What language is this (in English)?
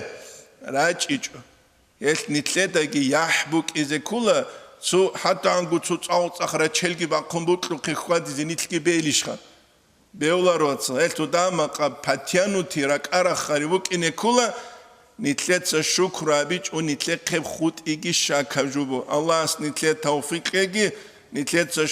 Avaric